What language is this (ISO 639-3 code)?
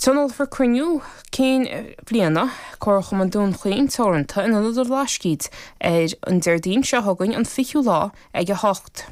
gle